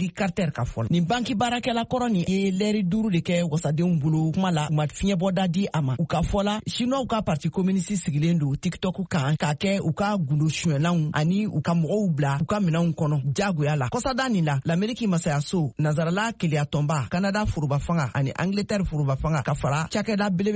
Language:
Bambara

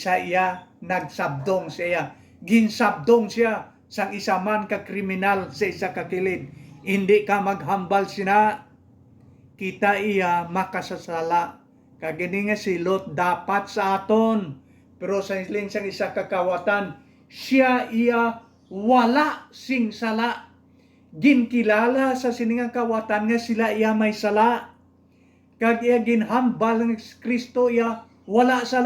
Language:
Hiligaynon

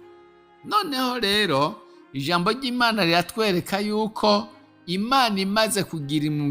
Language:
Rundi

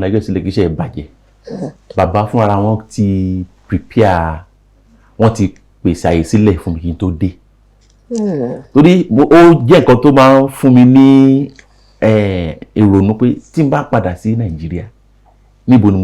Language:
Yoruba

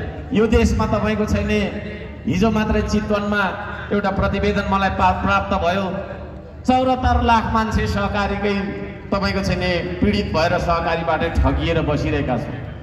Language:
Nepali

